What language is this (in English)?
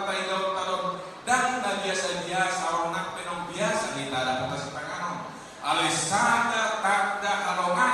Batak Toba